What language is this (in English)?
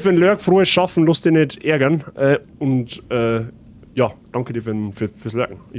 Bavarian